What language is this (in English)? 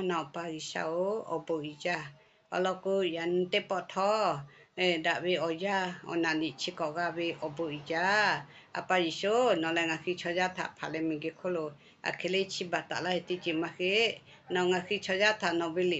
Lahu